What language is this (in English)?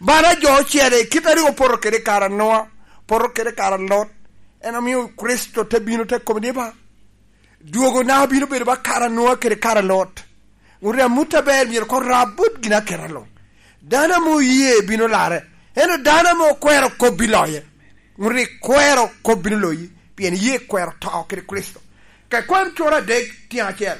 Lango (Uganda)